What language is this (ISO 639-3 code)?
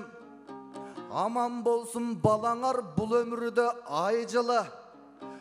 kaz